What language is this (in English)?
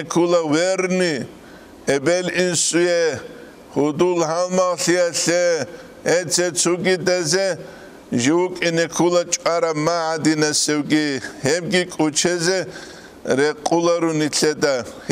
Avaric